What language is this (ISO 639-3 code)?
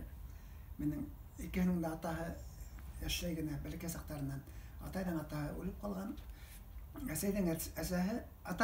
bak